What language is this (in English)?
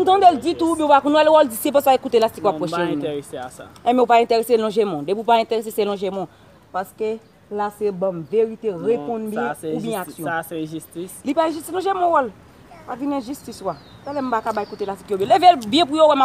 Haitian Creole